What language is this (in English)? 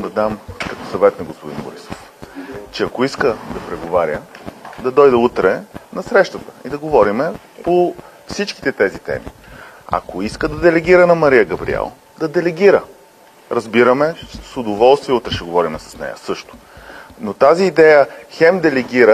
Bulgarian